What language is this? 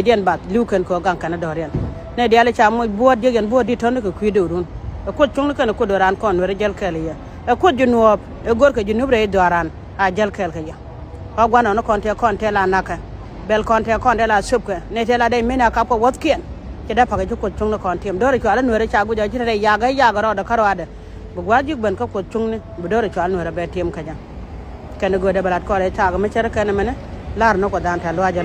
Nuer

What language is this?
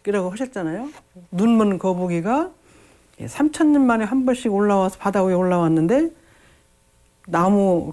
Korean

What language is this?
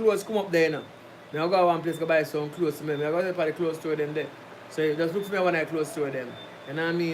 Jamaican Creole English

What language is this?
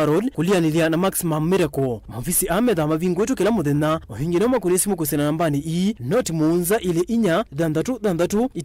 Kamba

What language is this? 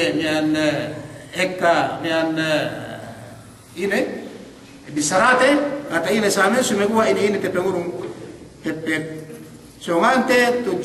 Yakan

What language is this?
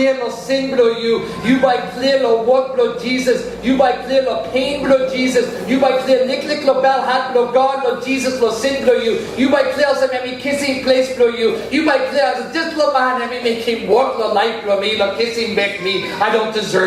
Tok Pisin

